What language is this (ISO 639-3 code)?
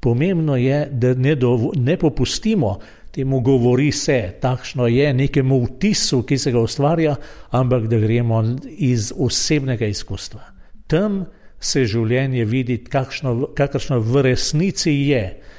slv